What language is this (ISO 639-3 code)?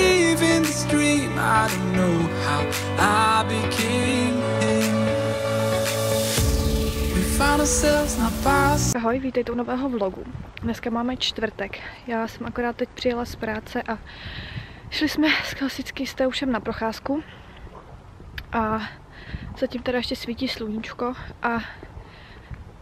ces